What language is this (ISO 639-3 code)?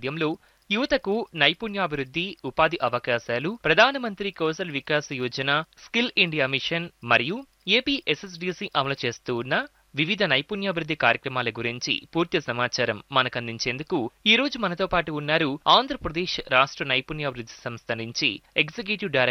tel